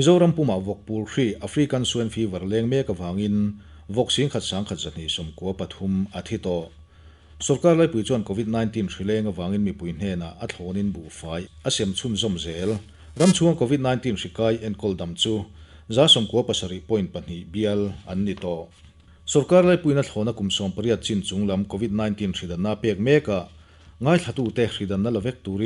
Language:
Mizo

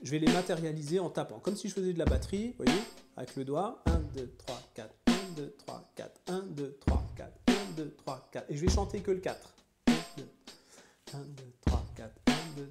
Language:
French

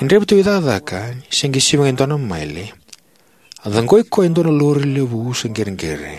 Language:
Fijian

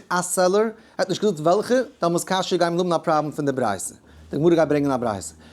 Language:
Yiddish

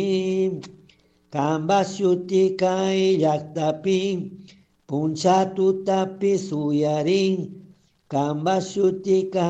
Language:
Chimborazo Highland Quichua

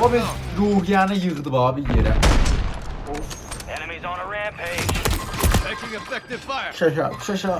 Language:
South Azerbaijani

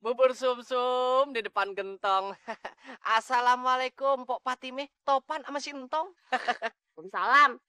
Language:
Betawi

